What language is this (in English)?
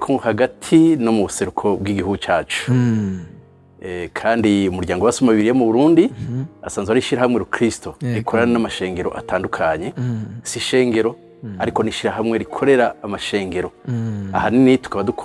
Rundi